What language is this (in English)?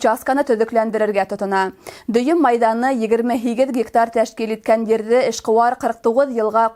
Bashkir